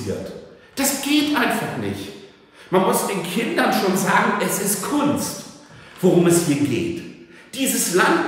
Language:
German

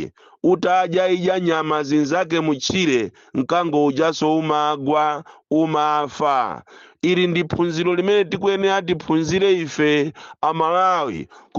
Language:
Nyanja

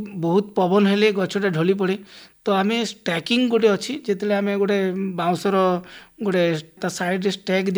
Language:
Odia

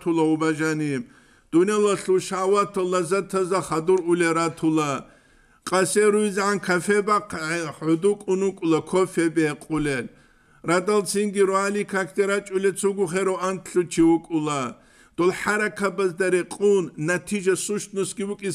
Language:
Avaric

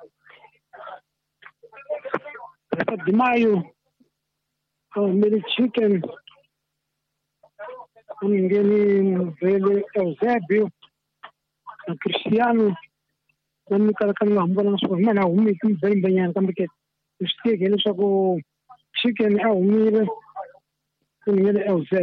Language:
Swahili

